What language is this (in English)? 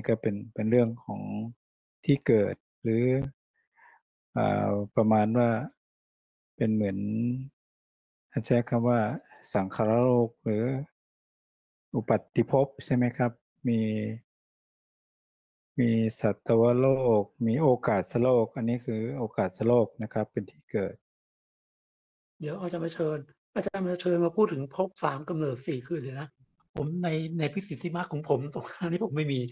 Thai